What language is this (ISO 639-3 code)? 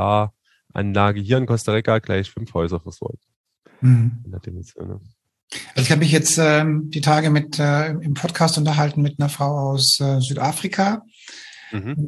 deu